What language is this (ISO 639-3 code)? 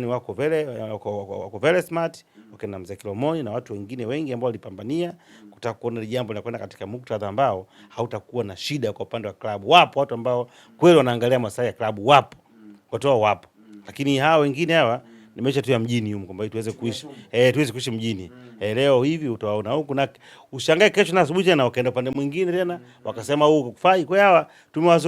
swa